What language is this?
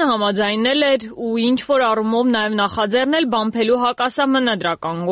Armenian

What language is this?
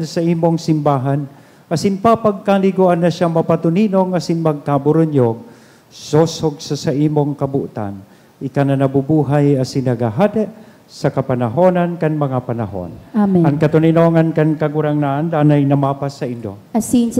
Bikol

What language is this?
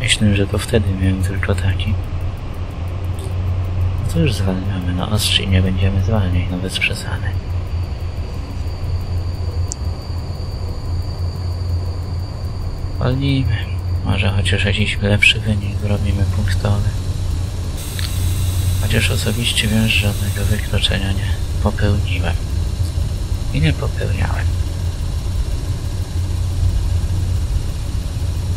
Polish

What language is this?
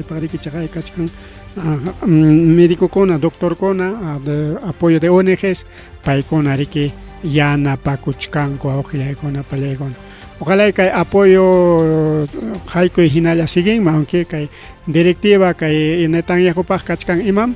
Ayacucho Quechua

